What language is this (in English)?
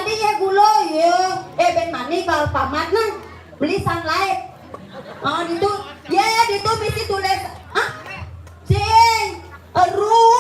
Balinese